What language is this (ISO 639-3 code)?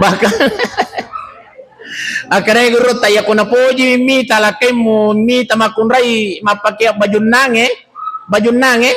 bug